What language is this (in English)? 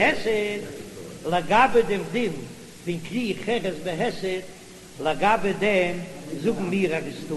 Yiddish